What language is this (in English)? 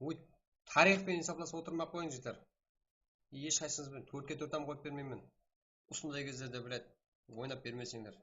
Kara-Kalpak